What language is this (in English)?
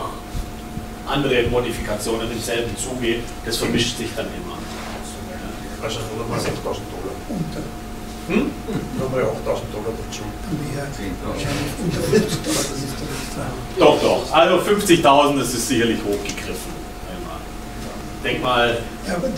German